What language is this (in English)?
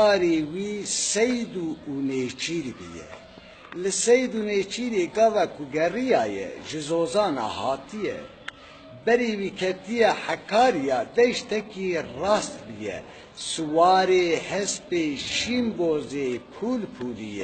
Kurdish